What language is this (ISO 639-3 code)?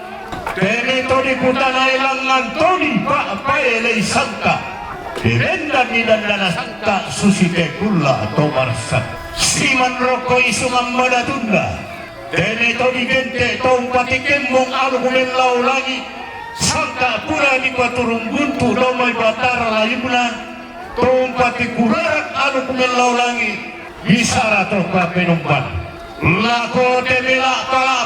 sda